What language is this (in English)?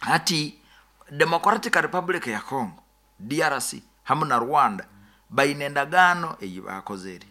Nyoro